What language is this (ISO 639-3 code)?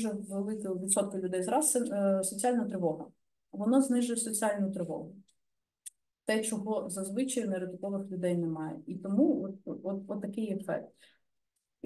ukr